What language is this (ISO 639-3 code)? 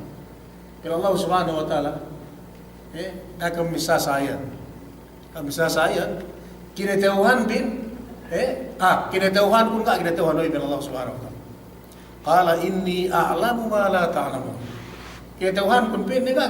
yka